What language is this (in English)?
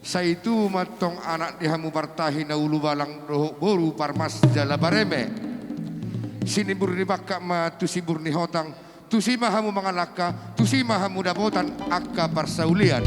Batak Toba